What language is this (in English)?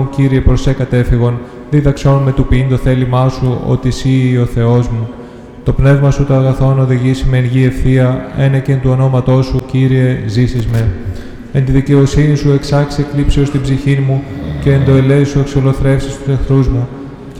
Greek